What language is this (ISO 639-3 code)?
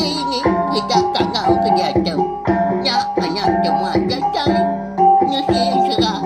iba